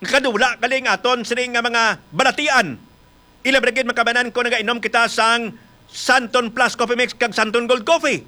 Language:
Hiligaynon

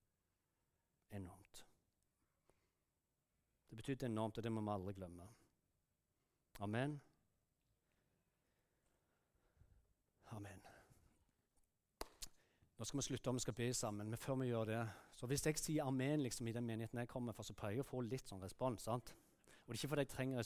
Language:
Norwegian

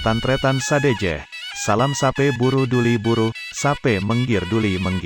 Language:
Madurese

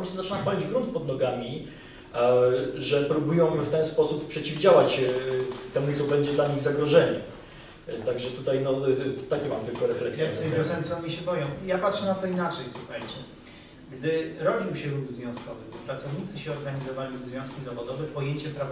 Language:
Polish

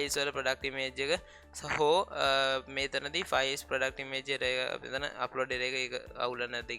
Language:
Sinhala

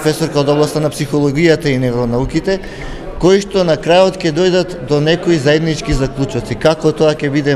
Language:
Macedonian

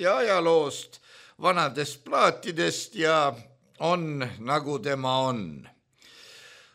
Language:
Estonian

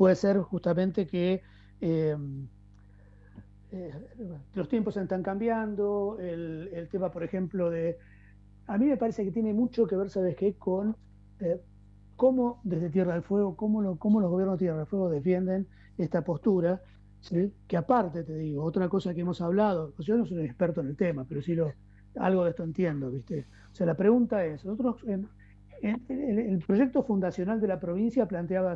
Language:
Spanish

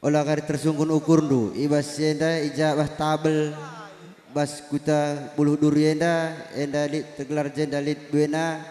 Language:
Batak Karo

